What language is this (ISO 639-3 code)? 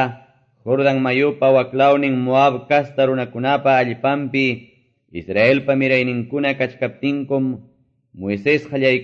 que